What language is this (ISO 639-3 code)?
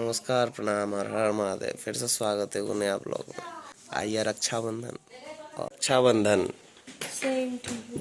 mai